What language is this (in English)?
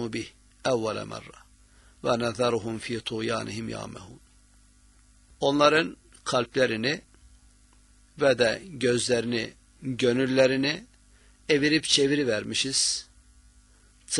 Turkish